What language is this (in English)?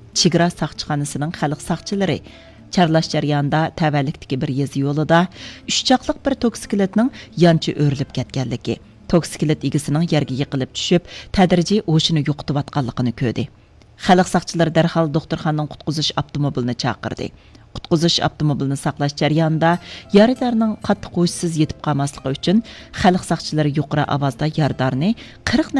Uyghur